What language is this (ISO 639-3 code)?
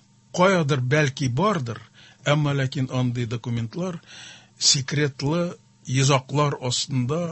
tat